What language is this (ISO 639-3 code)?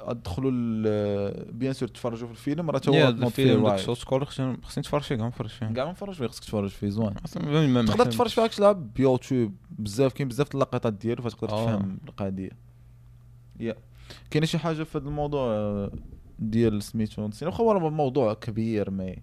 ary